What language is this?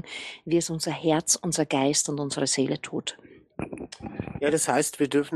German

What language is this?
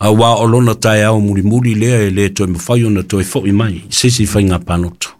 Samoan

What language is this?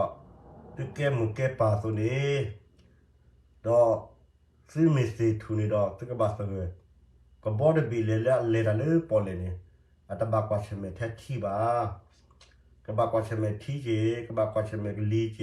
S'gaw Karen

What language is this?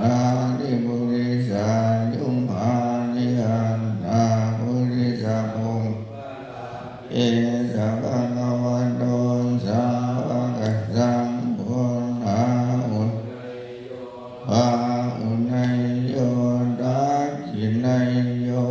Pali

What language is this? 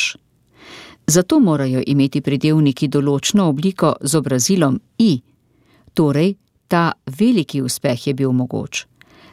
Slovenian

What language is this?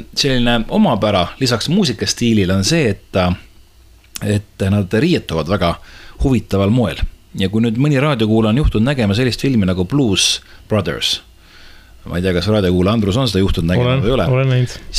Estonian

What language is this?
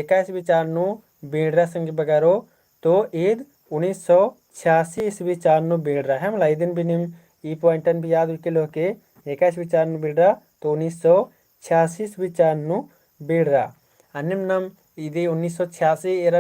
Kurukh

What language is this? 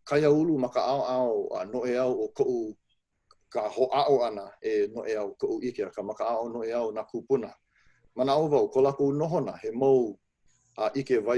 Hawaiian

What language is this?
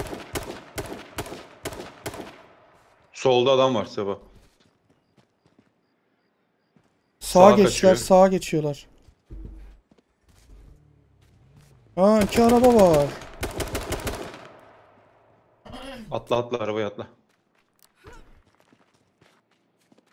Turkish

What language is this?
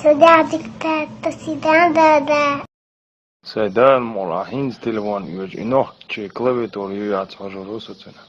Chechen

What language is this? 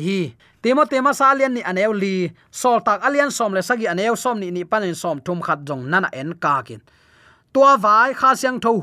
Tedim Chin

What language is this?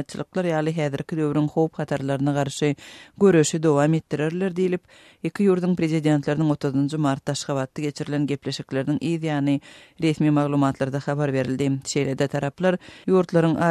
Turkmen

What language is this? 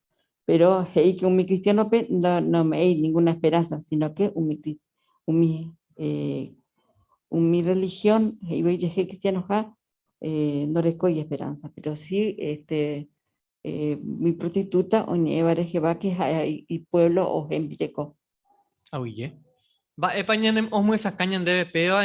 Guarani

